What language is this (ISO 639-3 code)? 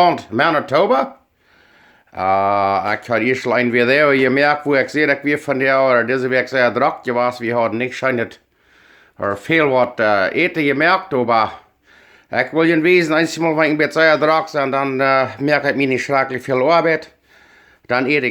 pdt